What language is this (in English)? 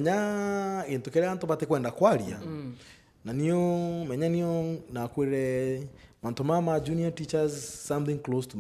Meru